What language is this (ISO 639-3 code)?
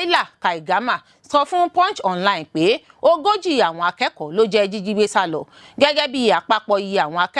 yor